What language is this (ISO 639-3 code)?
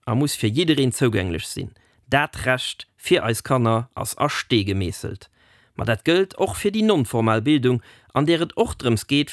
ltz